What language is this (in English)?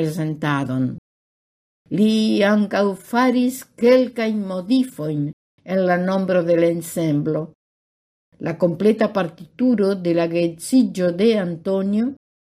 Esperanto